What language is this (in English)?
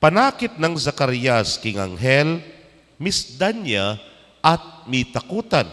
Pampanga